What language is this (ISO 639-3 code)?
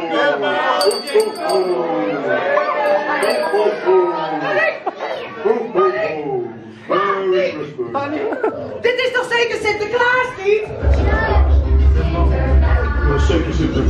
nld